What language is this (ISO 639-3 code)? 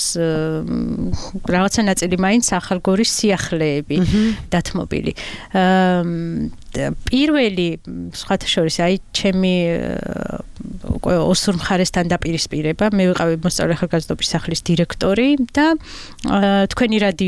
kat